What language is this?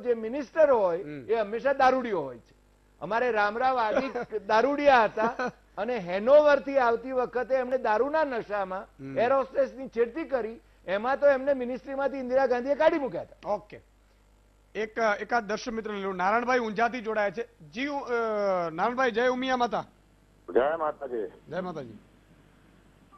Gujarati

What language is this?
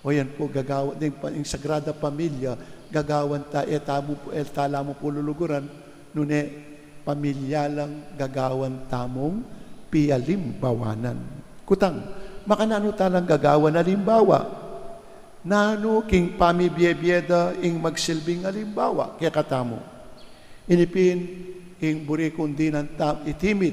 Pampanga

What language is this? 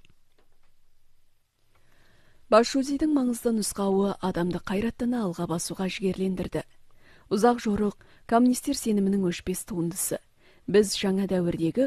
Kazakh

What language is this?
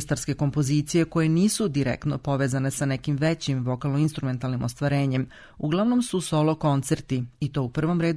Serbian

